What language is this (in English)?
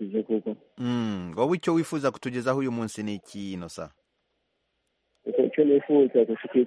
Kinyarwanda